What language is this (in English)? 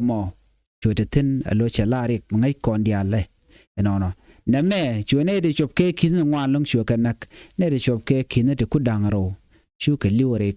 Nuer